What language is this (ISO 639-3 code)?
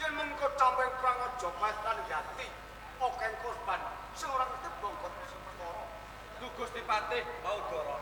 jav